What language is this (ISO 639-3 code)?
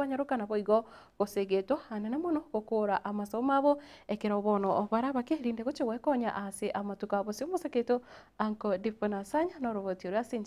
guz